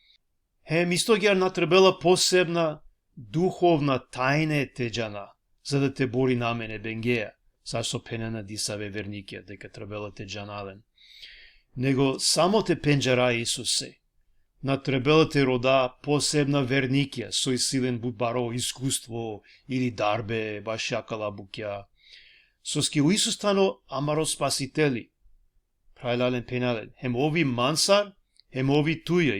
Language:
Balkan Romani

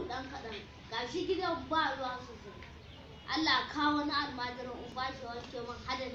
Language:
Hausa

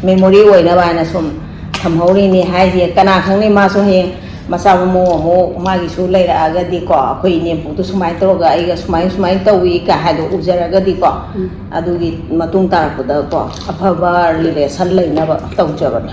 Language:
Manipuri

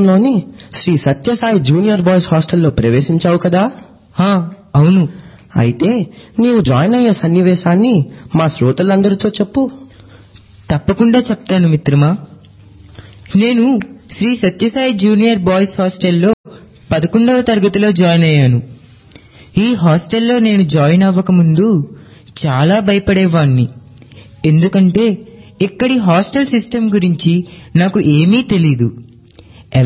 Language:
Telugu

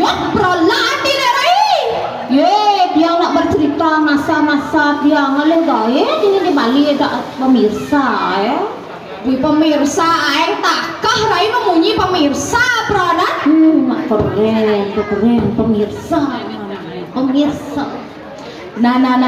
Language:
Balinese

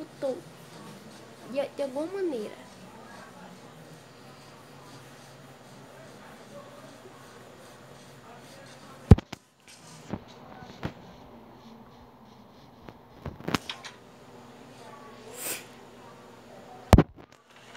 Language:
Portuguese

